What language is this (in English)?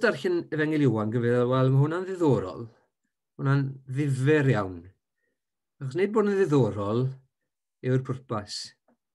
Welsh